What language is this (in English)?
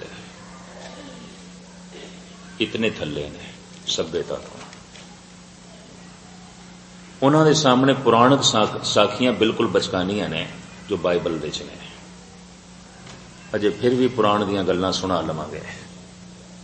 Punjabi